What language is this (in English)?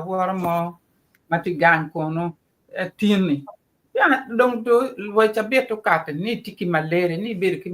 Acoli